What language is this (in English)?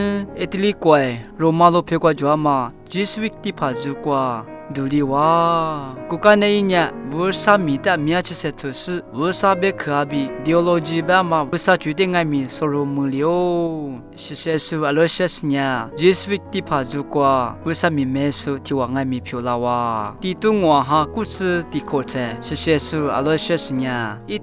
Lisu